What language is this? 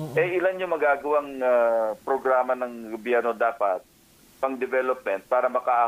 Filipino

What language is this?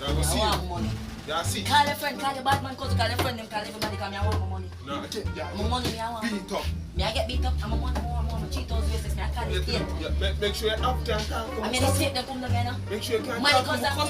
Jamaican Creole English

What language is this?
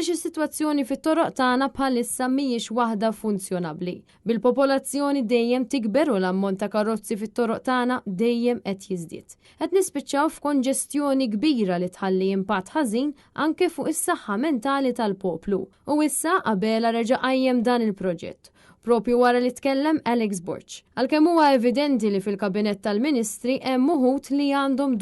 Maltese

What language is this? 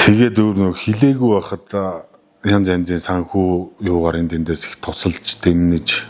Mongolian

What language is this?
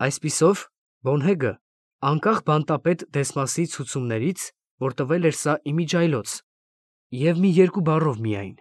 Armenian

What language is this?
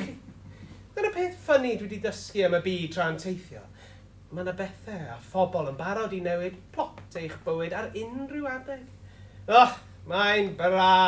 Welsh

